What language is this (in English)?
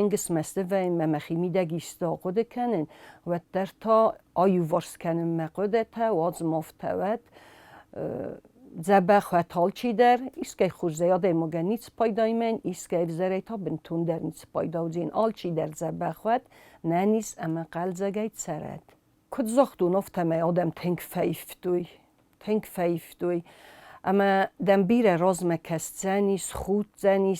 Ossetic